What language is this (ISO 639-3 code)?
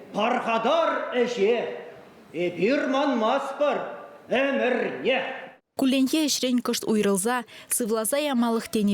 chv